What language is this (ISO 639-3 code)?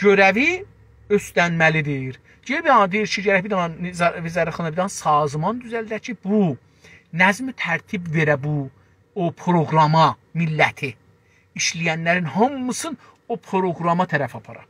azb